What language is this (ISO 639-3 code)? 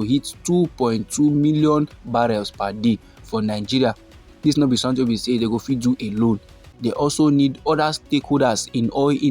pcm